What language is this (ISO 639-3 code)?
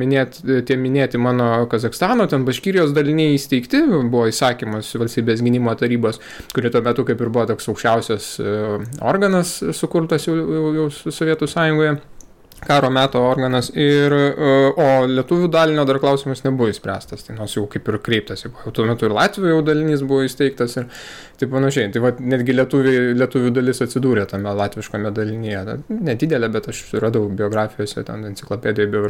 lit